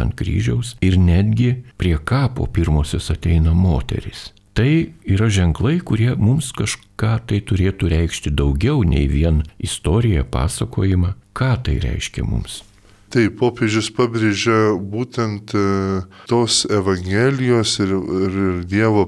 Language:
Lithuanian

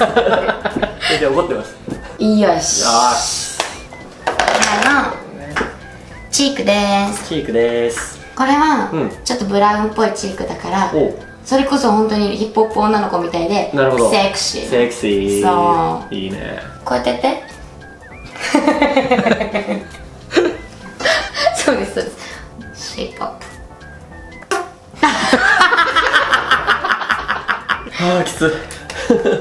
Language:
Japanese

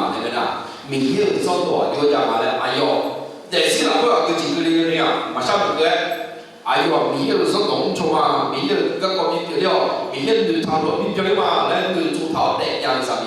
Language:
Akha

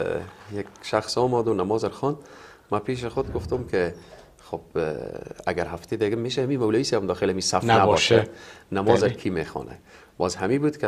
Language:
Persian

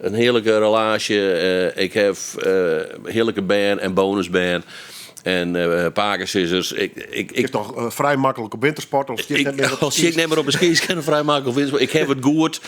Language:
Western Frisian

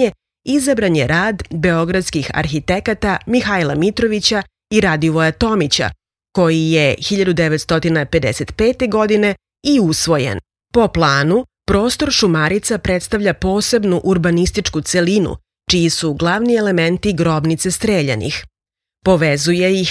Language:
Serbian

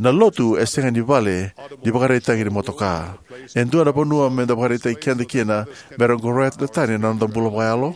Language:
Fijian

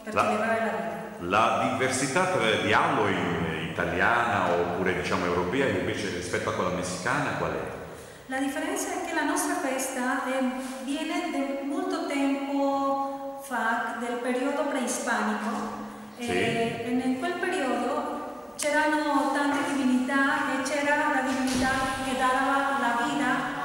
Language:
Italian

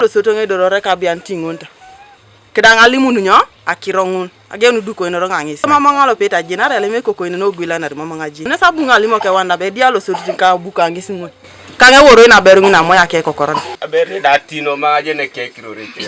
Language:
Teso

